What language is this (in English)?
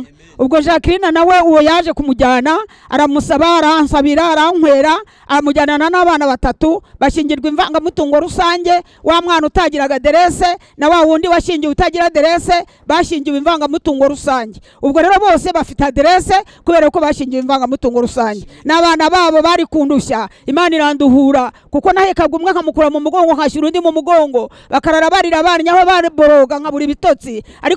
Kinyarwanda